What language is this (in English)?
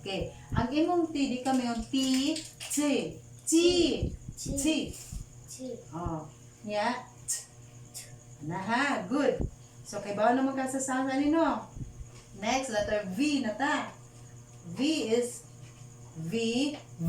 Cebuano